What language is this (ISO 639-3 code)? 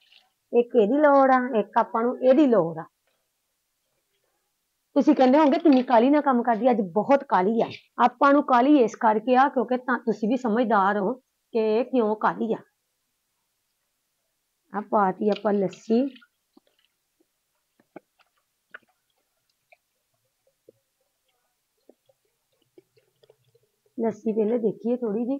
pan